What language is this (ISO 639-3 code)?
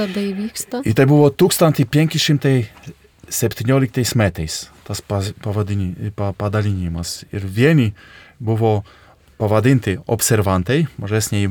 lit